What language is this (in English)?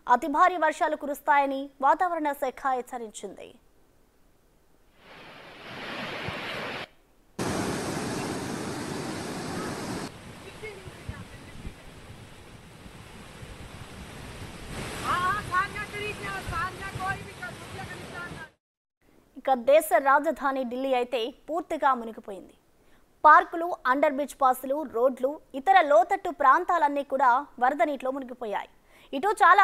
Telugu